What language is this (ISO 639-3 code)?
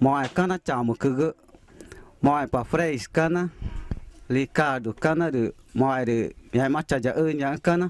tca